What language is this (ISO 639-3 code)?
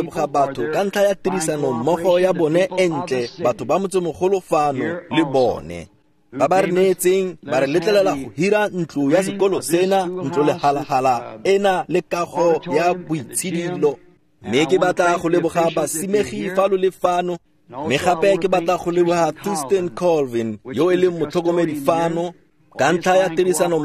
tsn